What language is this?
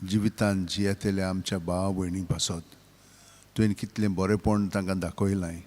Konkani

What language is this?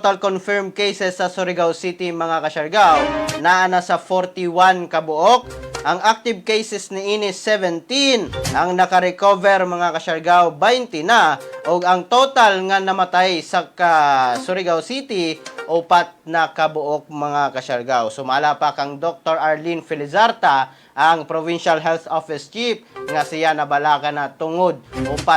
Cebuano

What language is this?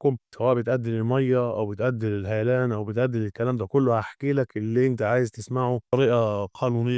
Egyptian Arabic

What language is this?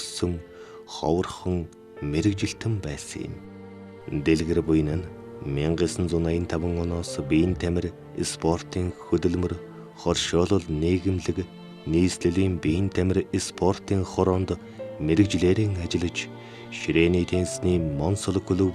Mongolian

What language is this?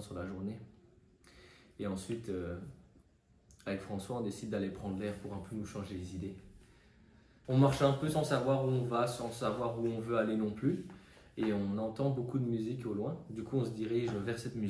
French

